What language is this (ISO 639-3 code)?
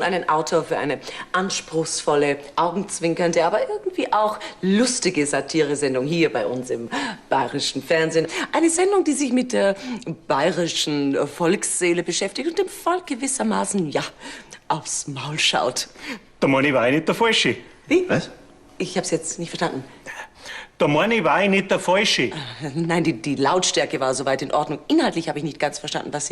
bar